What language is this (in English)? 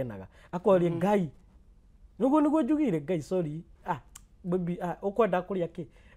Kikuyu